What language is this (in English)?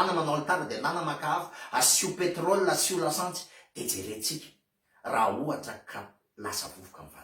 Malagasy